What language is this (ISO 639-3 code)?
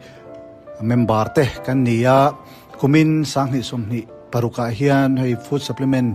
lus